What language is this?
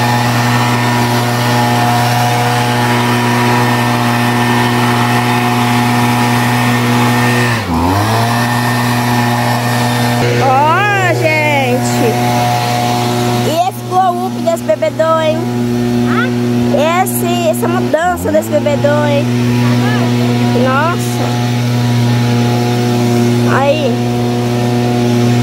Portuguese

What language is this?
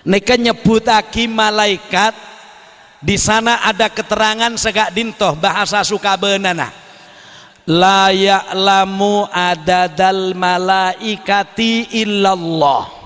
Madurese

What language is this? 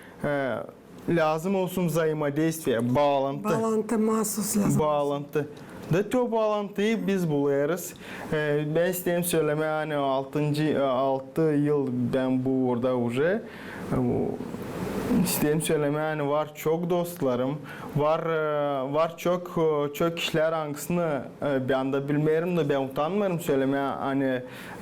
Gagauz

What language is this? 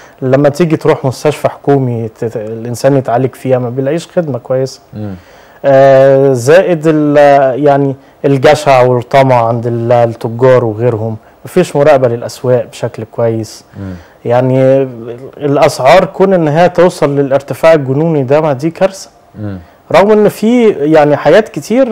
Egyptian Arabic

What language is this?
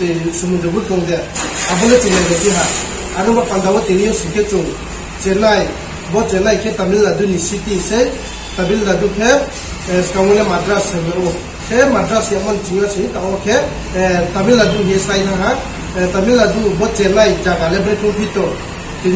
Riang (India)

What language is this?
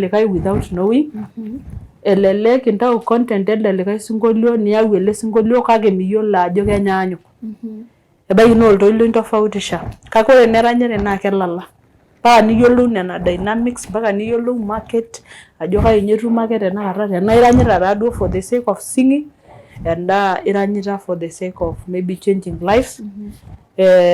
Masai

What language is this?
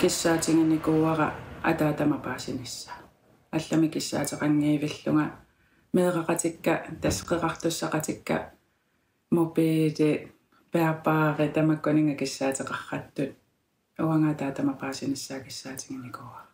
Kalaallisut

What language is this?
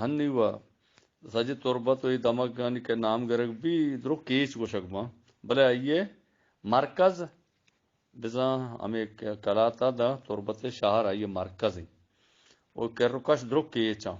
Eastern Balochi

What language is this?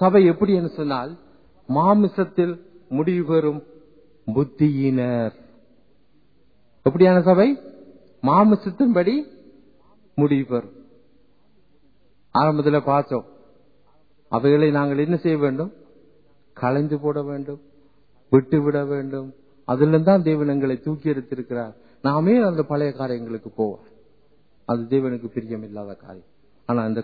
Tamil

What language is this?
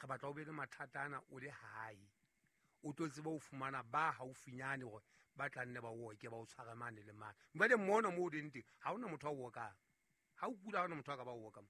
Southern Sotho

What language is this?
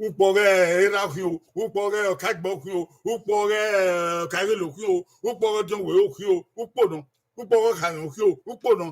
Bini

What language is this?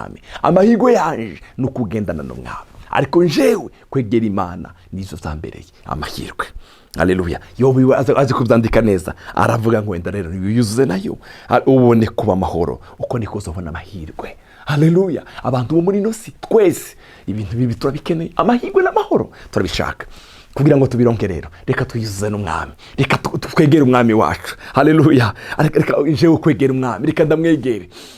Rundi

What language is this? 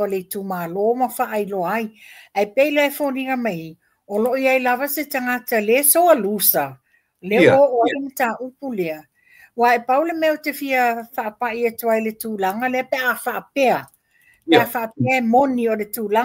Samoan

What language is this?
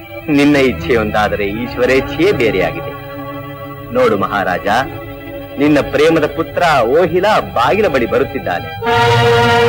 Kannada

